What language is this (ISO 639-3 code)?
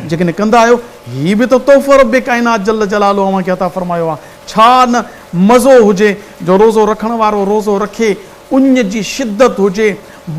snd